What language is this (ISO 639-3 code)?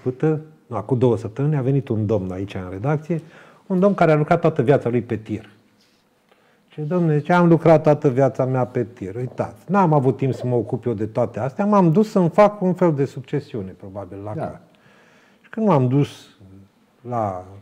ron